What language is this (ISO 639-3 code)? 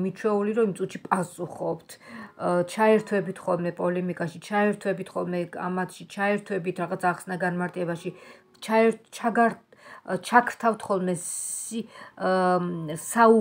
kat